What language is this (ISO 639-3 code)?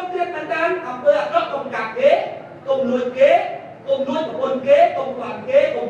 khm